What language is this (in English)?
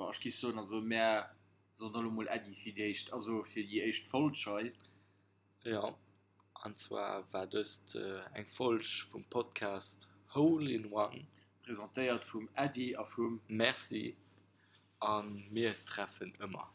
Luxembourgish